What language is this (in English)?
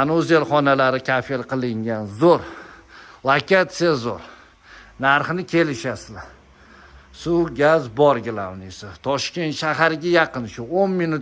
Uzbek